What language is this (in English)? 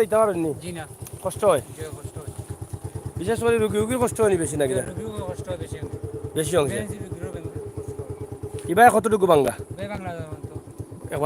Sylheti